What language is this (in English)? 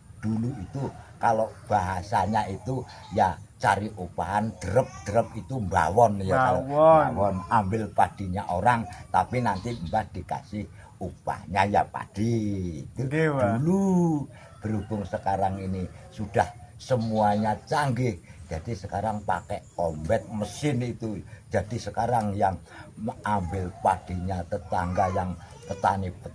Javanese